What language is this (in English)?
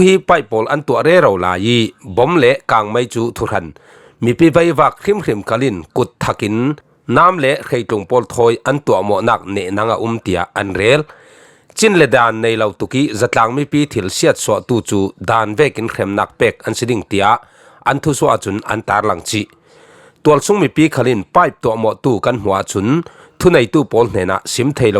Falam Chin